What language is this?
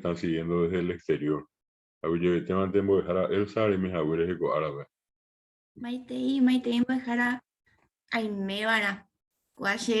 Guarani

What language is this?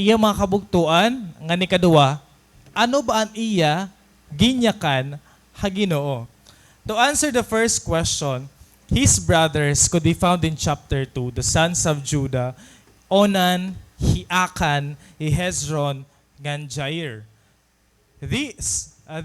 Waray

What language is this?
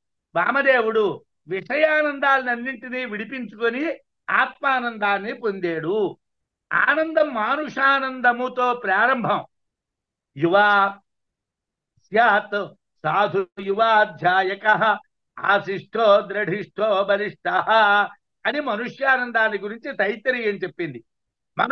Telugu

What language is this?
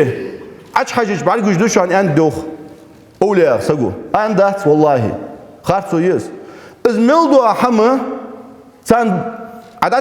Ingush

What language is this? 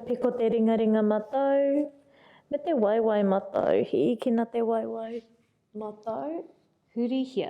Māori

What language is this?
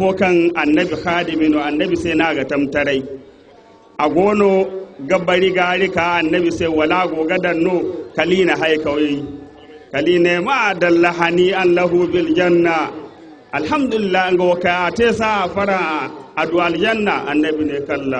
Zarma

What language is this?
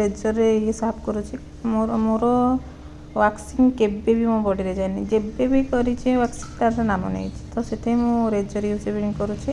Odia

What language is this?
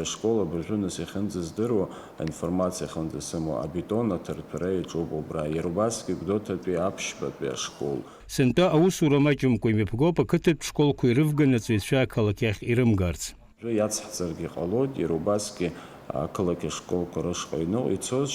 Abkhazian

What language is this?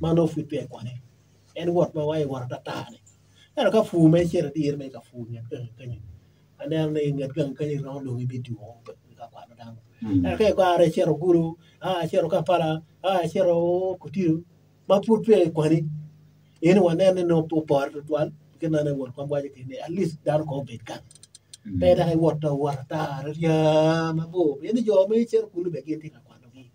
Acoli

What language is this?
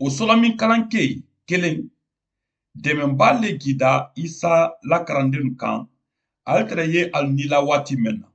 Mandingo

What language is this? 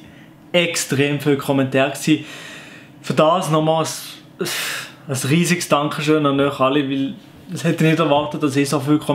Swiss German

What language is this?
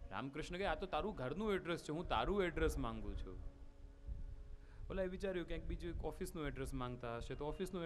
Gujarati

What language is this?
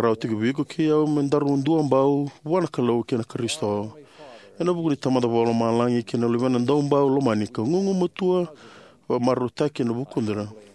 Fijian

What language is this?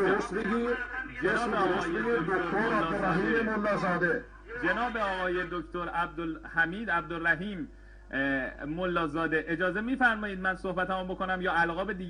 Persian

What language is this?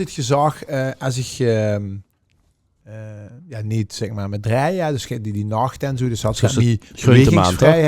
Limburgish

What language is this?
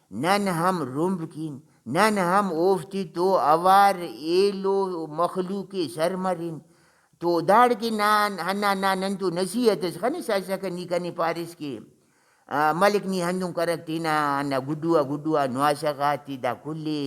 Brahui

